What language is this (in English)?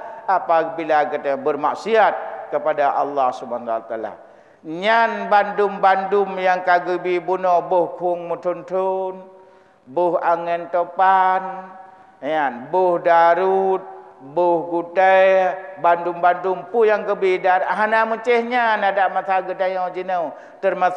Achinese